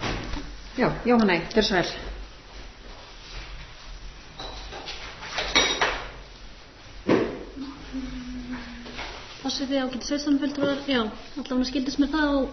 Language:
Icelandic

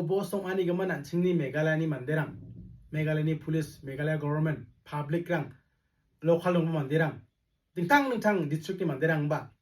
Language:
Garo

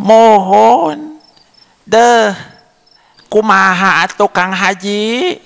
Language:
Sundanese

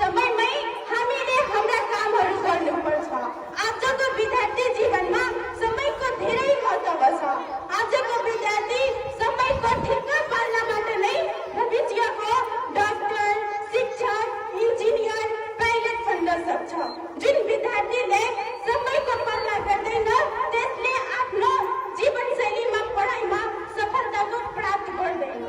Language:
Nepali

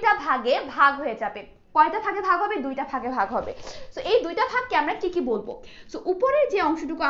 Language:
Bangla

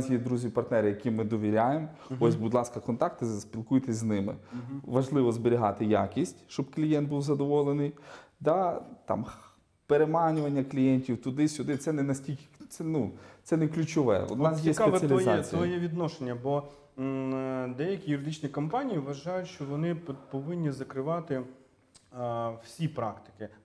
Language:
Ukrainian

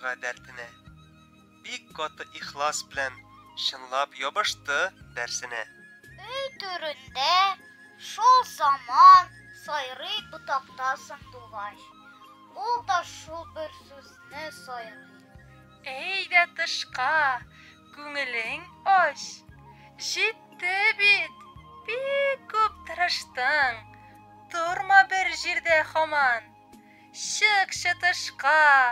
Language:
Tatar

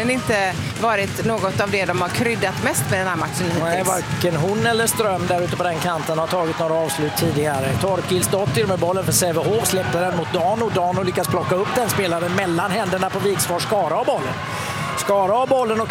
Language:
Swedish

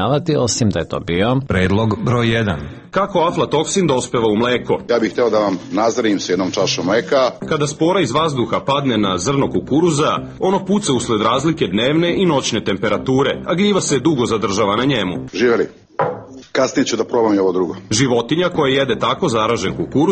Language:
Serbian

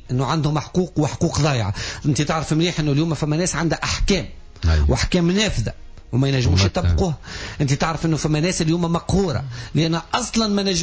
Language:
Tunisian Arabic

